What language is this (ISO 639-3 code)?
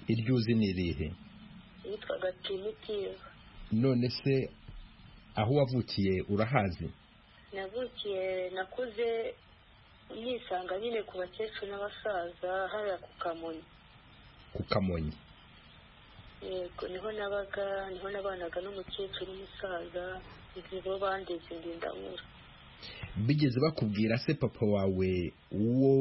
kin